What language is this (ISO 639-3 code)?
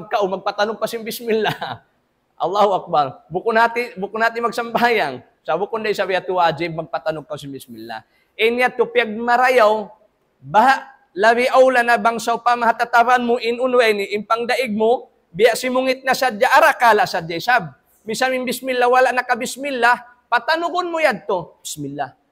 tsg